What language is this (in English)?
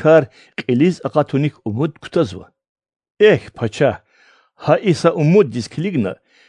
Lezghian